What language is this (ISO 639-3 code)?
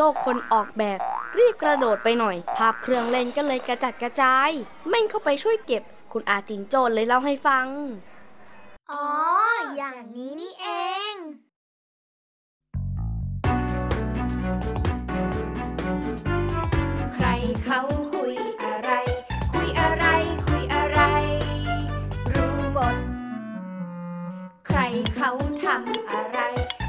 tha